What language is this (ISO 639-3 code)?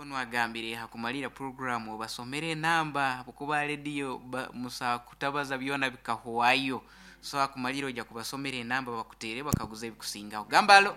nyn